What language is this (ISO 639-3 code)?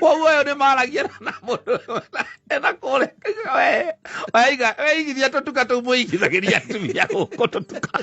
kik